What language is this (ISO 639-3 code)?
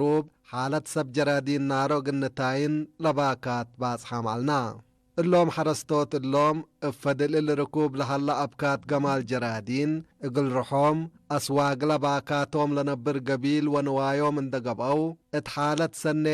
tig